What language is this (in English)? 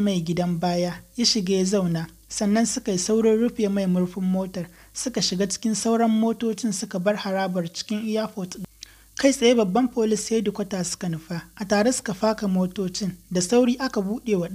Hausa